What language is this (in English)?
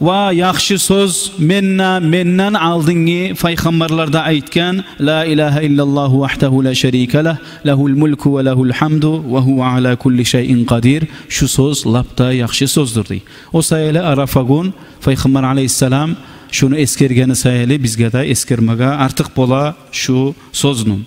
Kumyk